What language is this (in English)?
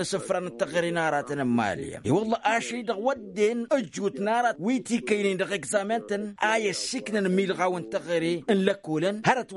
Tamasheq